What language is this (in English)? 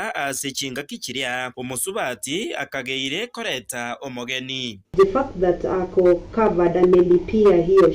Gusii